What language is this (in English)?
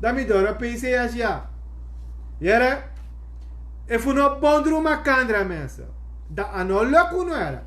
Sranan Tongo